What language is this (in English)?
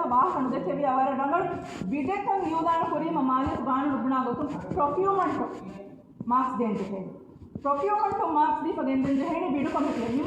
Divehi